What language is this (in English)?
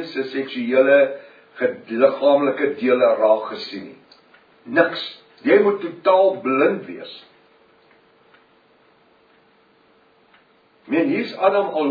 Afrikaans